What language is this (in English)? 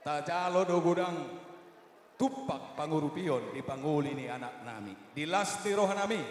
Batak Toba